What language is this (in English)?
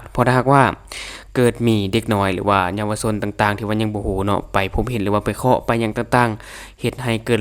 Lao